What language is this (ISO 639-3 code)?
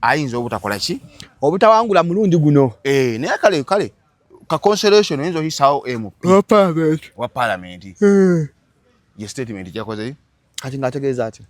lug